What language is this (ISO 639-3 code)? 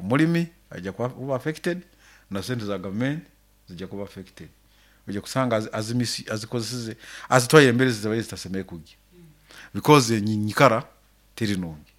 nyo